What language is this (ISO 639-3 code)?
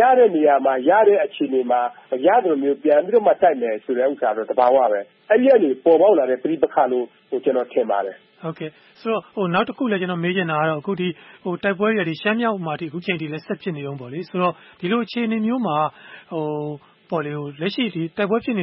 mya